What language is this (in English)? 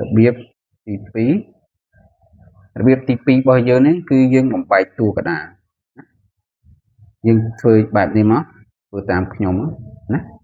Khmer